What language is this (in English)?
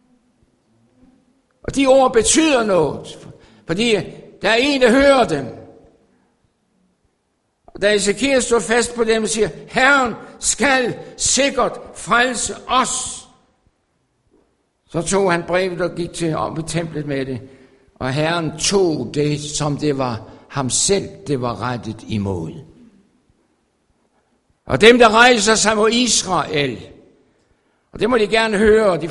Danish